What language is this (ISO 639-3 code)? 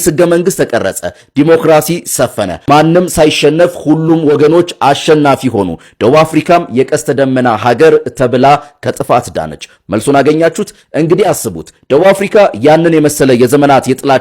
amh